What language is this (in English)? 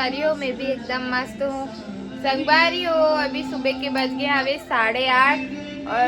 Chhattisgarhi